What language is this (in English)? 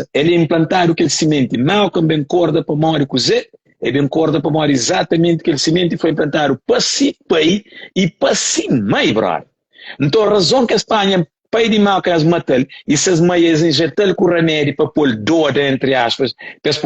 Kabuverdianu